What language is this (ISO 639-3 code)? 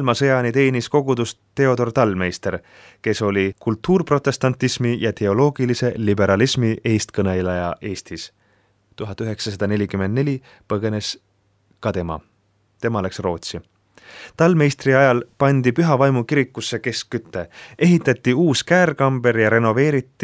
est